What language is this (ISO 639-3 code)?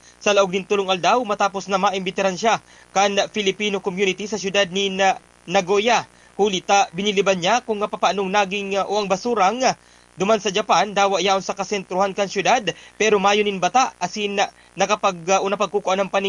bik